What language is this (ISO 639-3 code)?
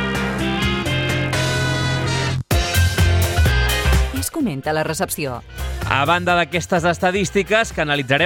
cat